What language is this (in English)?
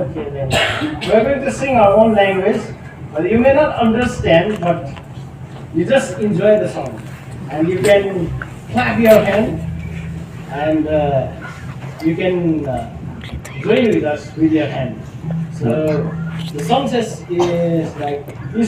Khasi